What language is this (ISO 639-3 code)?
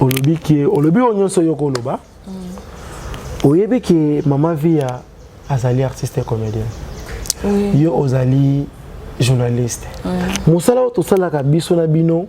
lin